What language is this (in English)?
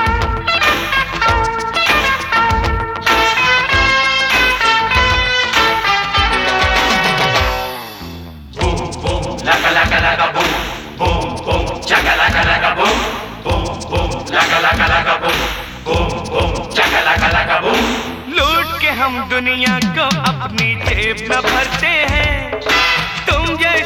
Hindi